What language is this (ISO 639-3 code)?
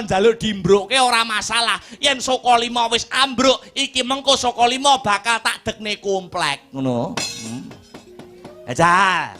jav